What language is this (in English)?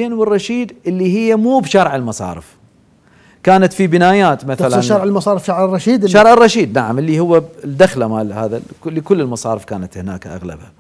Mesopotamian Arabic